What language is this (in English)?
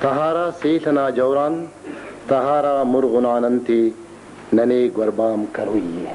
Brahui